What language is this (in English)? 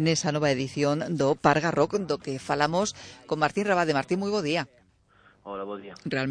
Galician